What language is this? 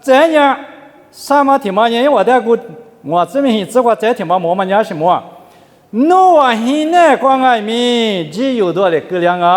Lisu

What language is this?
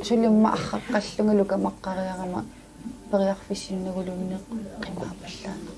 Kalaallisut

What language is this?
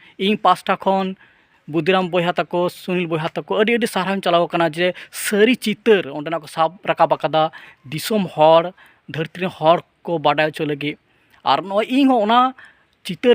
Santali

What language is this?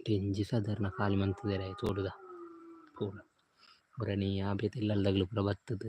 Tulu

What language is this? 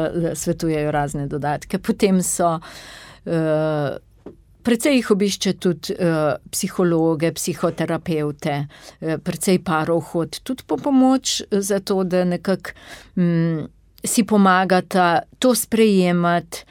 Slovenian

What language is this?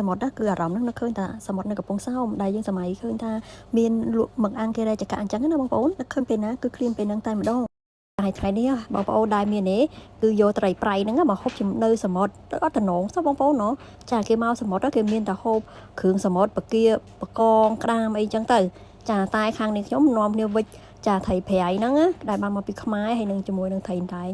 Khmer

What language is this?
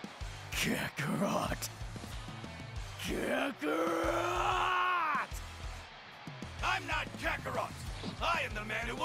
English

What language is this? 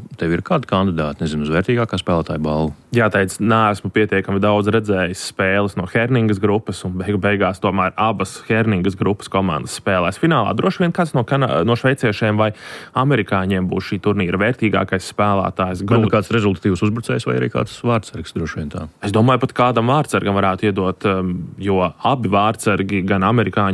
Latvian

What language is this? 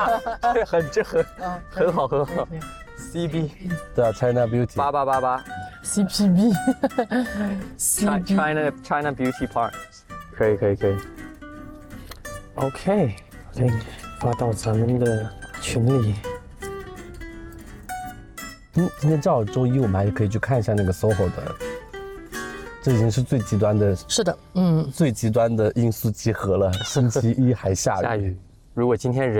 Chinese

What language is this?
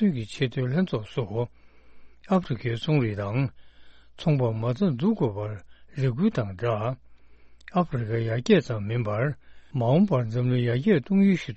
Tibetan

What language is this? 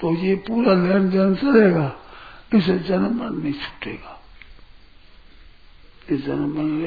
Hindi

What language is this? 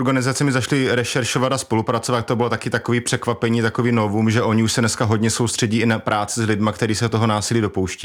Czech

